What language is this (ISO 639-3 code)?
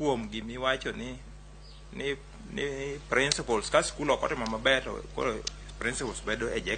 luo